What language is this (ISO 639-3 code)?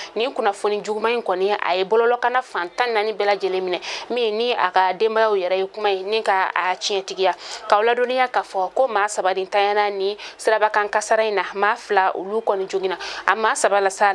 bam